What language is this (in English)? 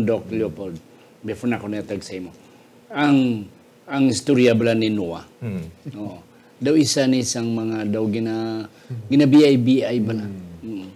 Hiligaynon